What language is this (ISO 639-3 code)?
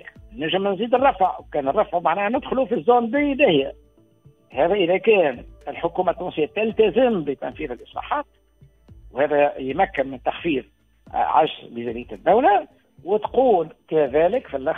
aeb